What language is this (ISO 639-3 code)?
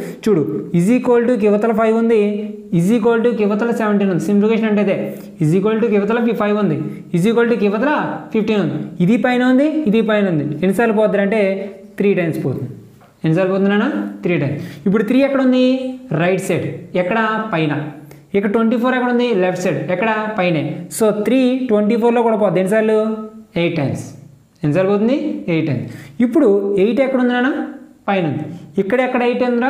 tel